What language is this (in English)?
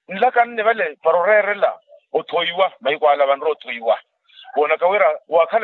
Makhuwa